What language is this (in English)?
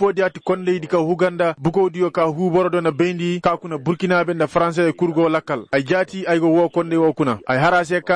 Koyraboro Senni